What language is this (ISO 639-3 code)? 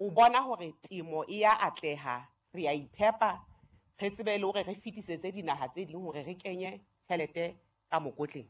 sot